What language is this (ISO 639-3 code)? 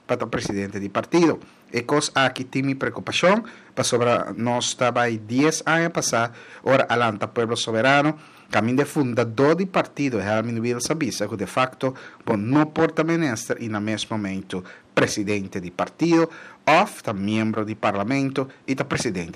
pap